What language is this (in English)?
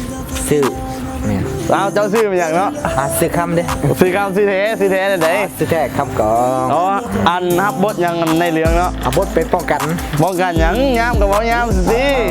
Lao